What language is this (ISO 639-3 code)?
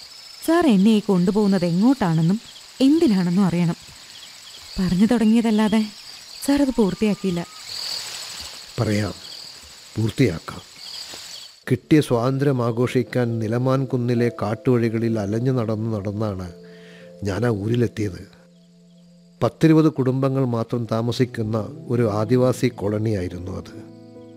mal